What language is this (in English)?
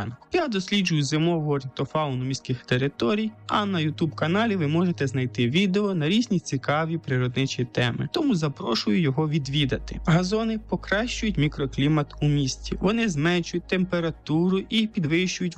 Ukrainian